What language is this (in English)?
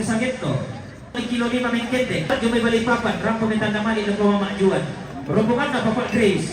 Toraja-Sa'dan